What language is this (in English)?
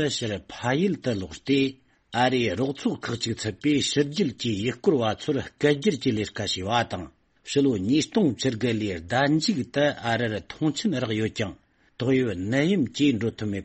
Tibetan